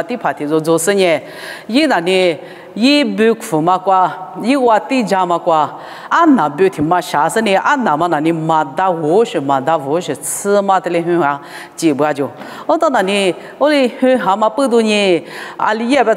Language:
Lisu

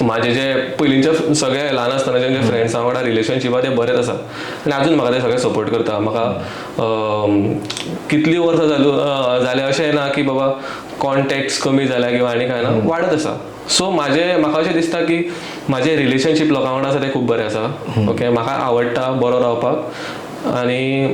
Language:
Konkani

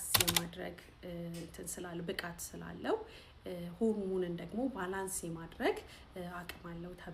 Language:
Amharic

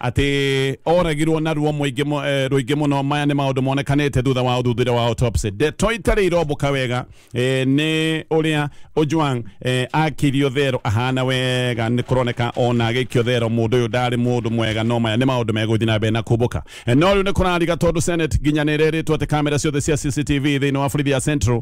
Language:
Kikuyu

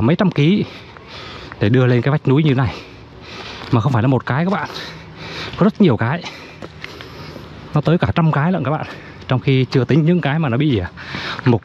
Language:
Vietnamese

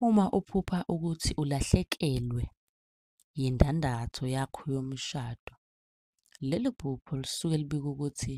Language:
Zulu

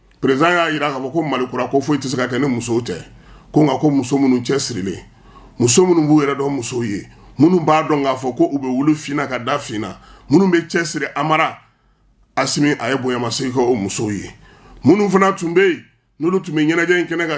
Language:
Bambara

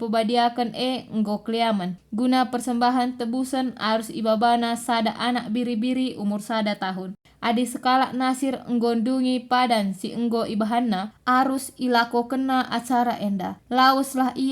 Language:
Batak Karo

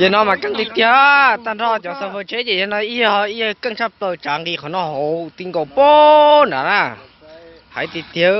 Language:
Hmong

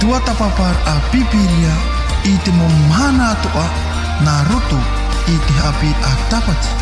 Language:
Tahitian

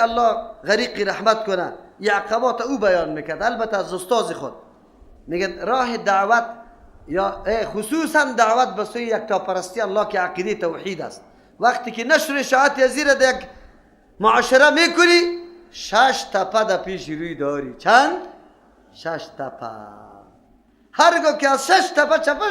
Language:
Persian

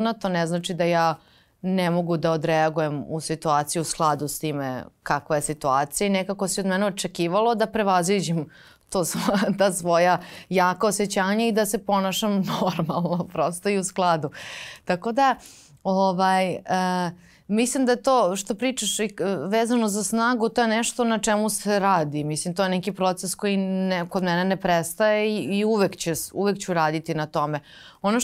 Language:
Serbian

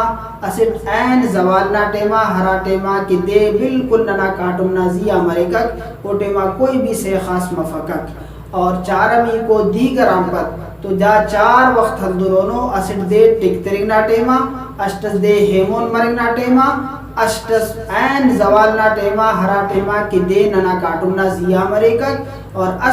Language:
Brahui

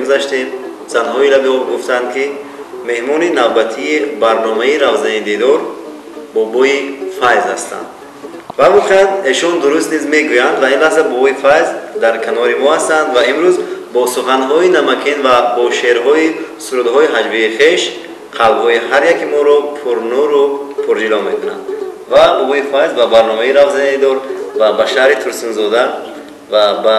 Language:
Tajik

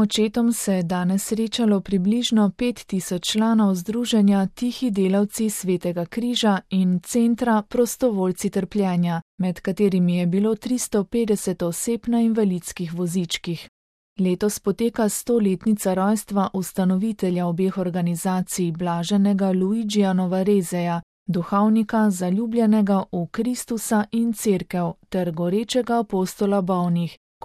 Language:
Slovenian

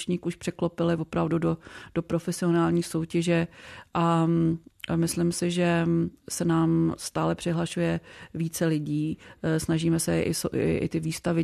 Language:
Czech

